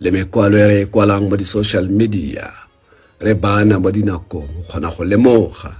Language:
Tswana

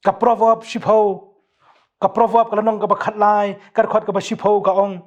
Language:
Khasi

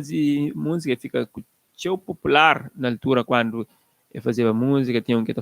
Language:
Kabuverdianu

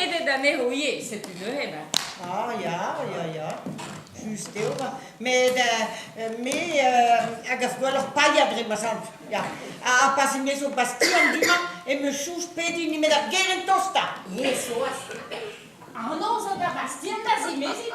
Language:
Breton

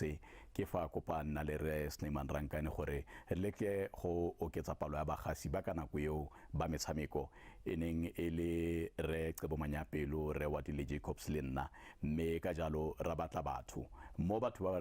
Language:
Tswana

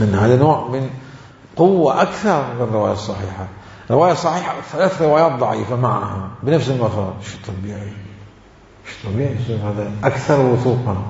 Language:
Mesopotamian Arabic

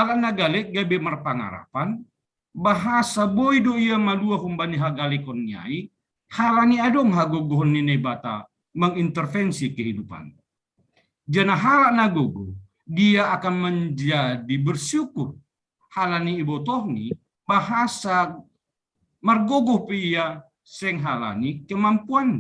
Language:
Batak Simalungun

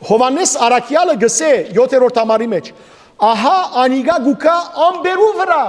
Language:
Western Armenian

